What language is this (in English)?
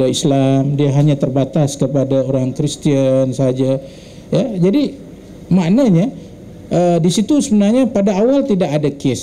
Malay